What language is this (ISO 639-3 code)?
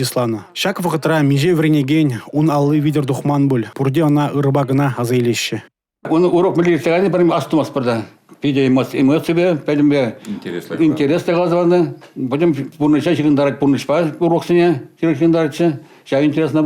chv